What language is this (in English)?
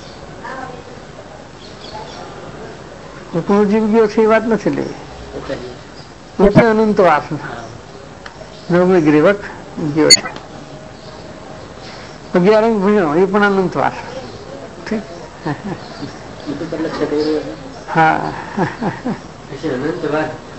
Gujarati